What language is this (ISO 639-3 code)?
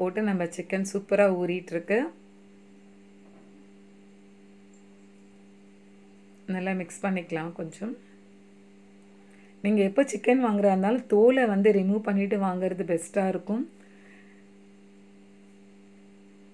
tam